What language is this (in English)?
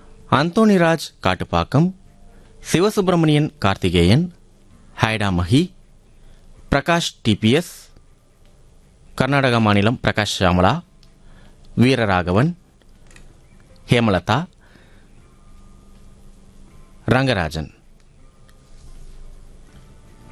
Tamil